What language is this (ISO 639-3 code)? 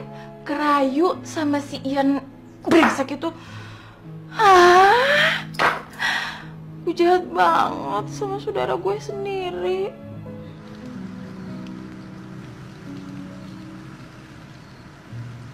ind